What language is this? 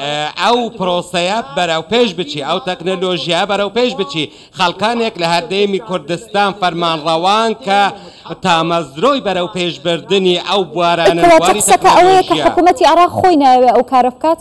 Central Kurdish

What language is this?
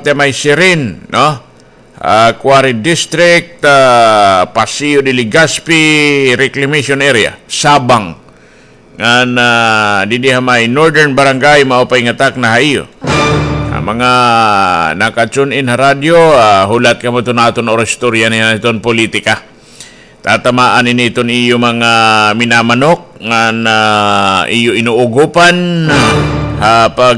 Waray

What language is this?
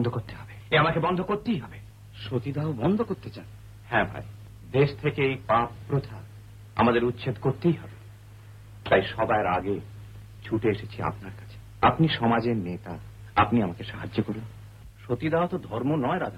Bangla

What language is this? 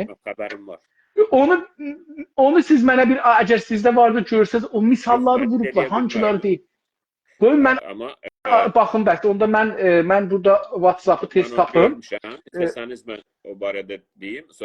South Azerbaijani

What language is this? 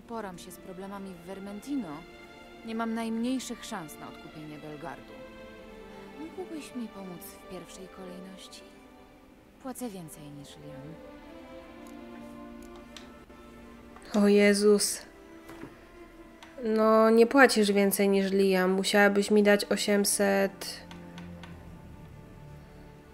Polish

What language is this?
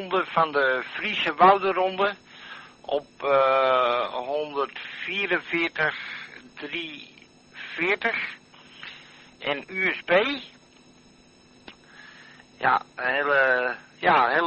Dutch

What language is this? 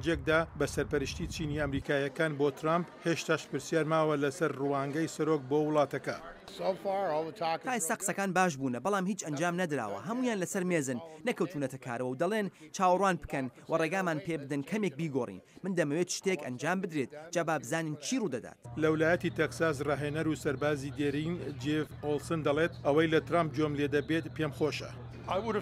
Central Kurdish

